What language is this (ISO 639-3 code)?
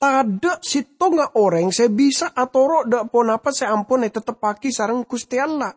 mad